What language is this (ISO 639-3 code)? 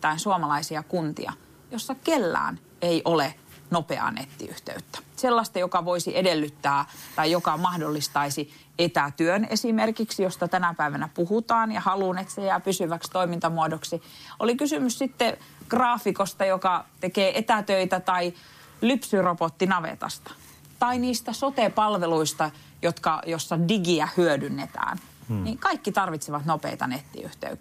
fin